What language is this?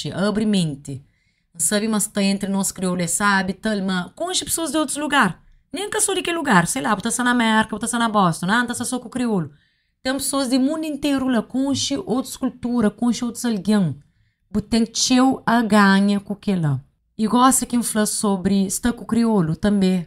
Kabuverdianu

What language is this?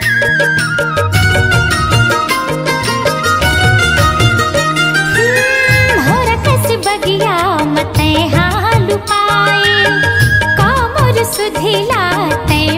Chhattisgarhi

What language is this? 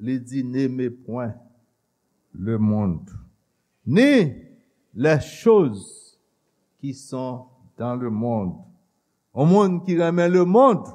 Haitian Creole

